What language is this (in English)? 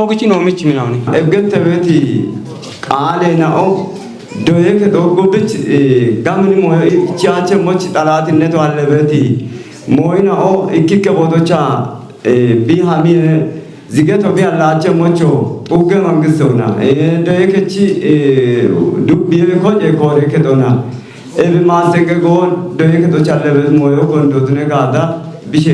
Kafa